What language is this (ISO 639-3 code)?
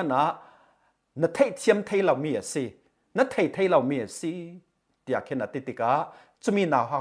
cfm